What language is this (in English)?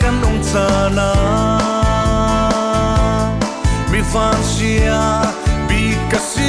Falam Chin